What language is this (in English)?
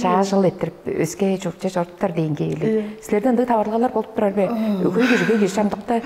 Tuvinian